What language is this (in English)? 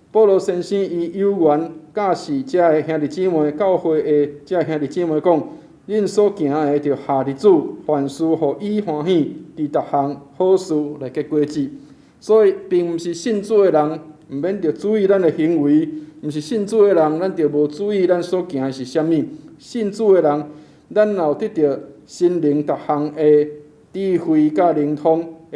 Min Nan Chinese